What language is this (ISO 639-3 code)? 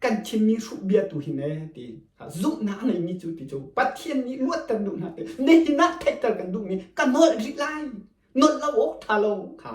cnh